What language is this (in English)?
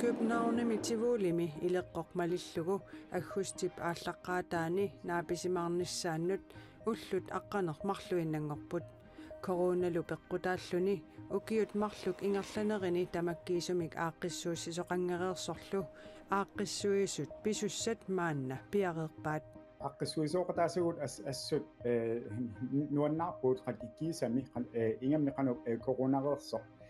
Kalaallisut